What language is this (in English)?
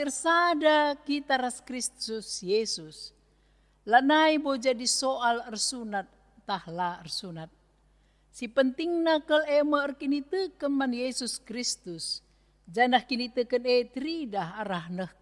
Batak Karo